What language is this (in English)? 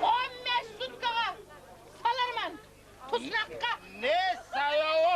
Kumyk